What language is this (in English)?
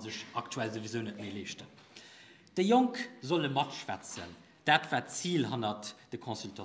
Luxembourgish